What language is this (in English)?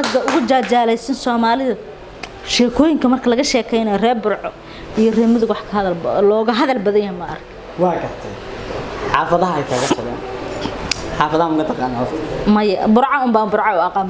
Somali